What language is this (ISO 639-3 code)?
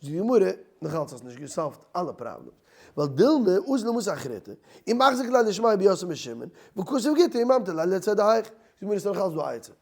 yid